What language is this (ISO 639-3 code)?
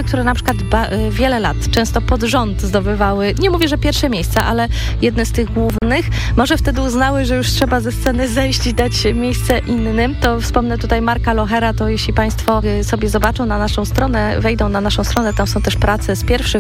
pol